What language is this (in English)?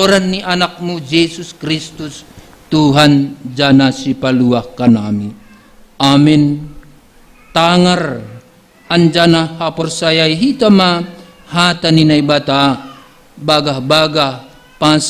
Batak Simalungun